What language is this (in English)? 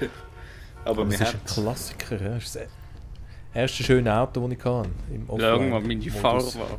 Swiss German